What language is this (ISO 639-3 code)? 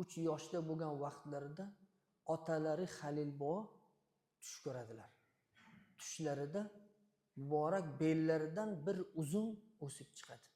uzb